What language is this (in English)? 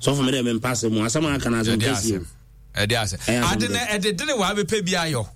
Akan